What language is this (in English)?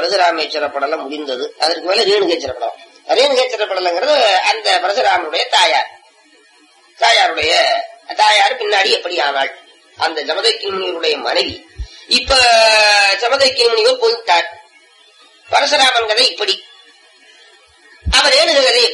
Tamil